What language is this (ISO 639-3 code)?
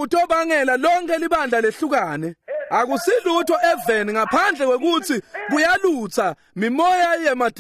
ssw